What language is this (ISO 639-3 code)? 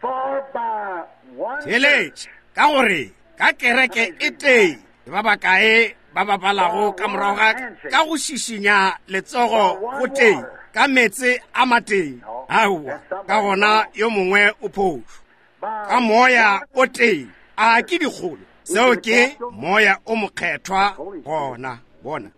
nso